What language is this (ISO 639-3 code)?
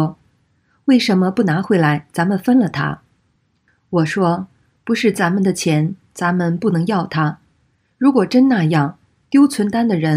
zho